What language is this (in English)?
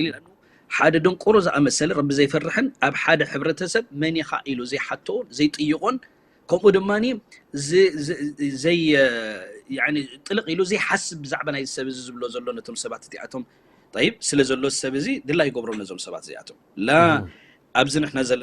Tigrinya